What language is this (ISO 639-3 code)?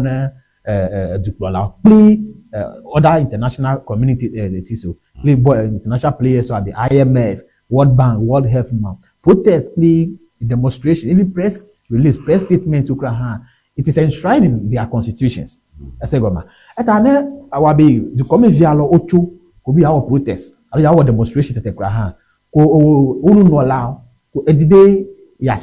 ewe